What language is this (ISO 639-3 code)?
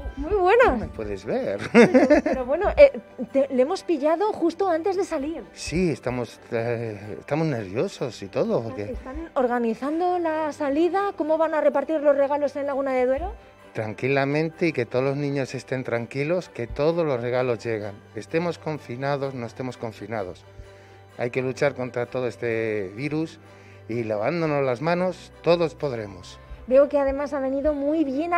spa